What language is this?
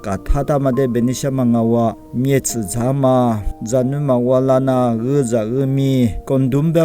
Lisu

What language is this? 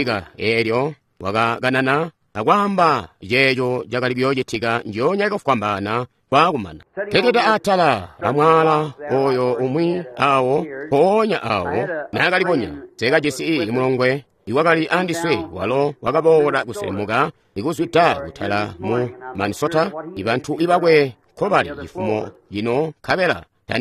Tonga (Zambia)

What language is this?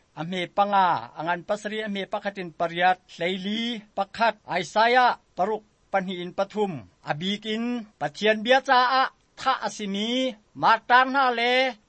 Hakha Chin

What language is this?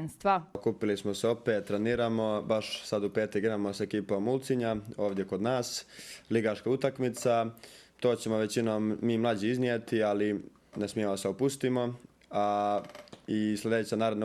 Bosnian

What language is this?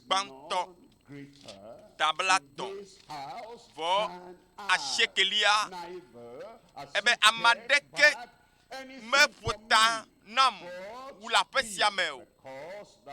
Ewe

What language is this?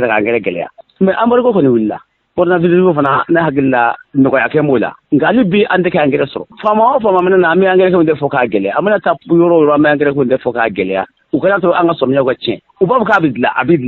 Bambara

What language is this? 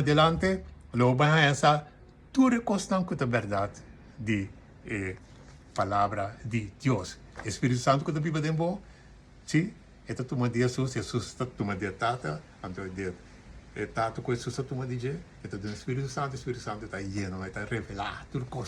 Papiamento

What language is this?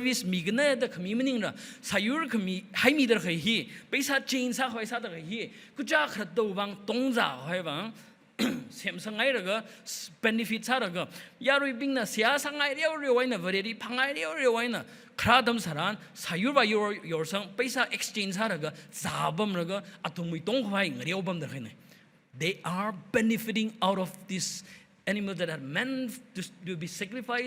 Tangkhul Naga (India)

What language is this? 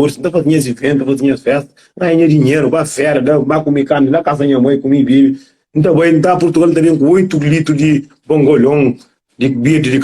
Kabuverdianu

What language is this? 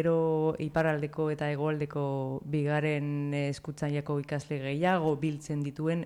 Basque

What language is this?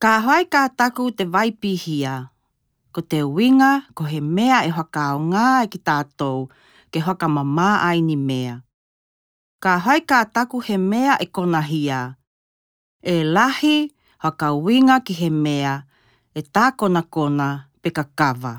Tokelau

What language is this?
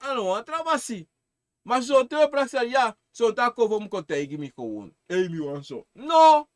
Sranan Tongo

